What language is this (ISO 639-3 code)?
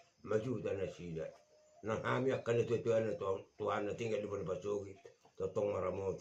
bbc